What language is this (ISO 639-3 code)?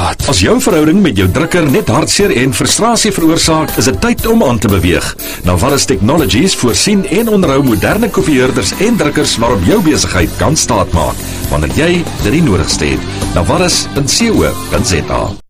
afr